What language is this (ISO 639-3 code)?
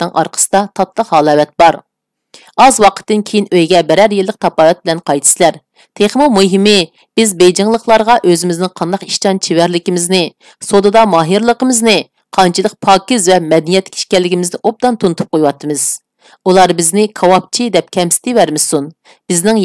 uig